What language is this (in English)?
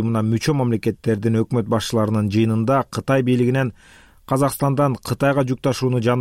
Kyrgyz